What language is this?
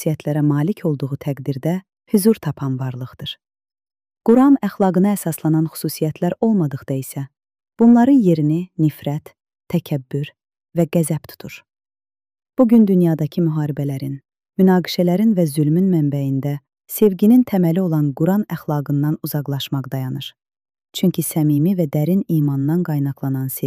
Azerbaijani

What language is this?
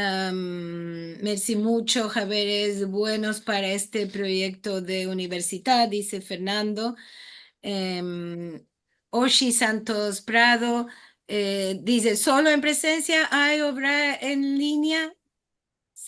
Ladino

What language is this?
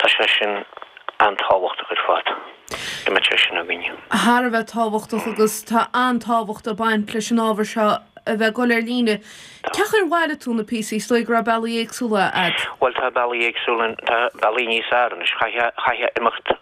Irish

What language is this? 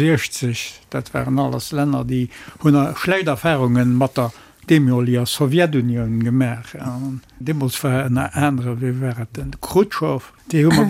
Luxembourgish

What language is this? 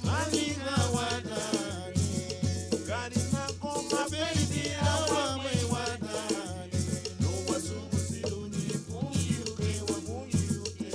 Garifuna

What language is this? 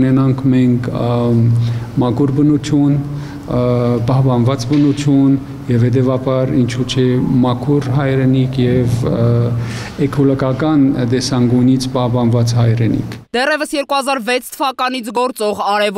Armenian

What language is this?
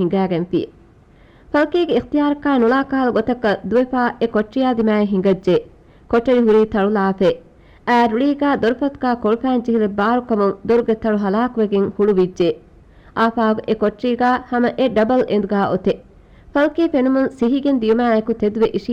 Divehi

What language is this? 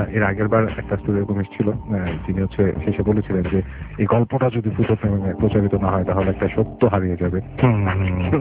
Bangla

